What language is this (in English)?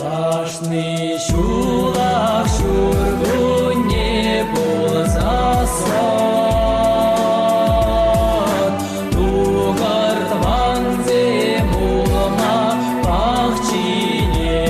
Chuvash